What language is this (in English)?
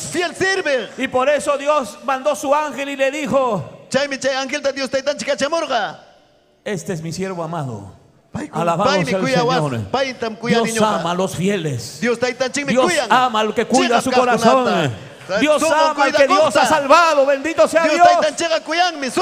Ayacucho Quechua